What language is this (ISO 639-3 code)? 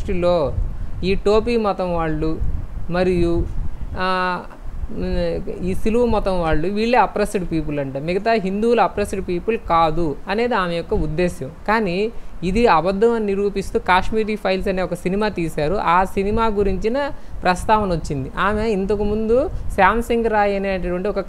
tel